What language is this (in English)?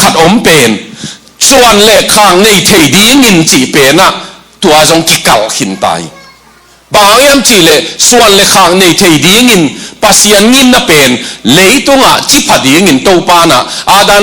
Tedim Chin